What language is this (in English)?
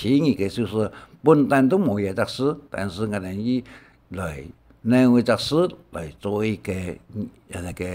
Hakka Chinese